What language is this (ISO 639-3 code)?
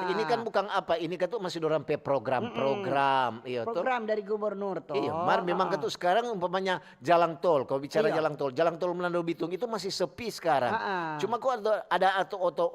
xmm